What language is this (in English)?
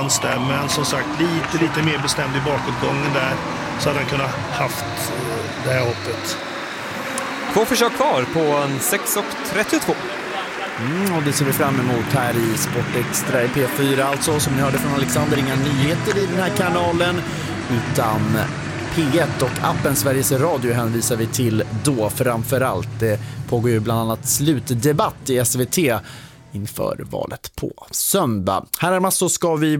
Swedish